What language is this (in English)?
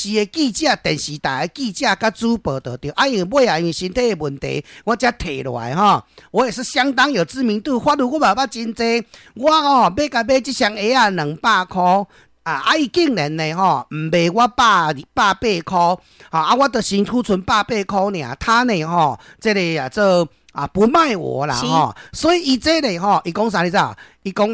Min Nan Chinese